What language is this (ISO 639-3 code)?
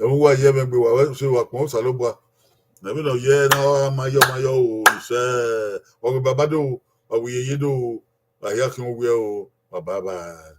bin